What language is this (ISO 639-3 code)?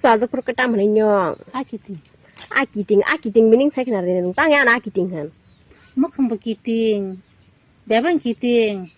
trp